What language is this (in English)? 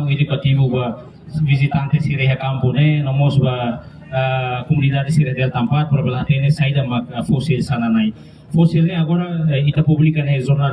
Tetum